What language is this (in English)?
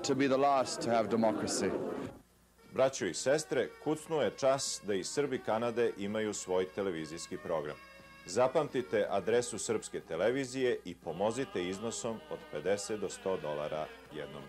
Serbian